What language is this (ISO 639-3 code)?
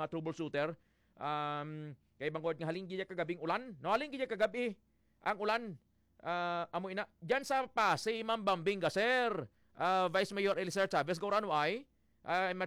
hil